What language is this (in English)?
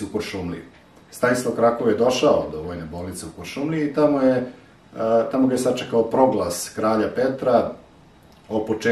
Serbian